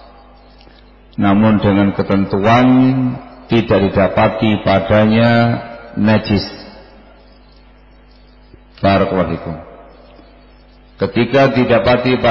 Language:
Indonesian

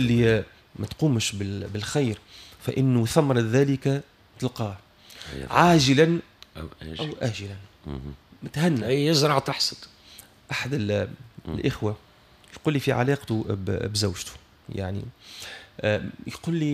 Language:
Tunisian Arabic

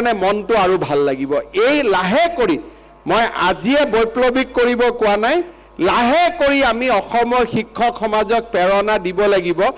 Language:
Assamese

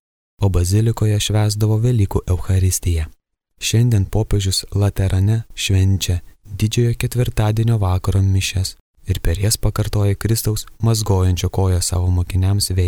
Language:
Lithuanian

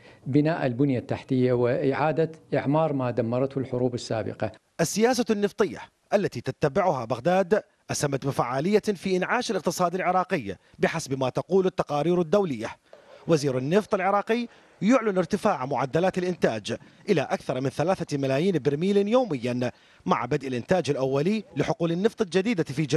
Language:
Arabic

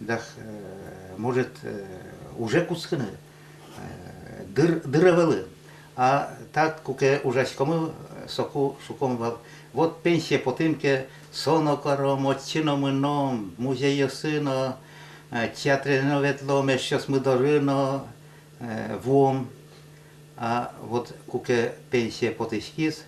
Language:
Udmurt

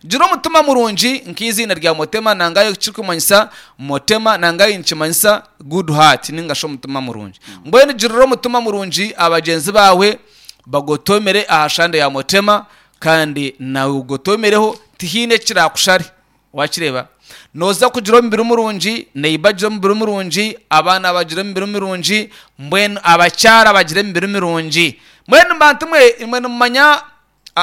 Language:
Nyankole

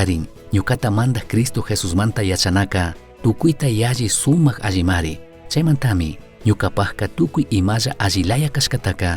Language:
Chimborazo Highland Quichua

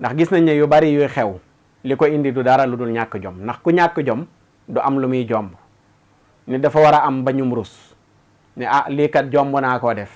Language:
Wolof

